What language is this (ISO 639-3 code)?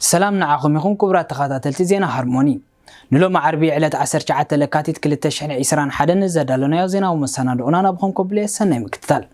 tir